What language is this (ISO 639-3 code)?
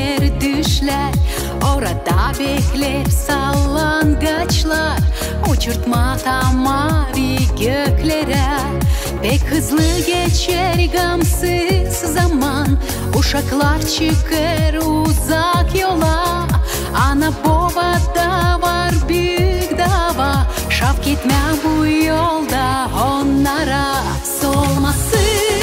gag